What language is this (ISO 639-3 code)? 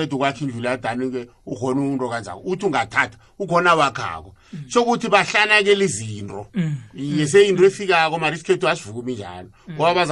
nbl